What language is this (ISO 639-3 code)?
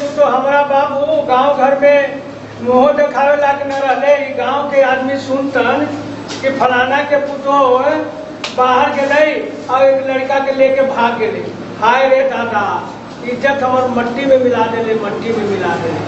mag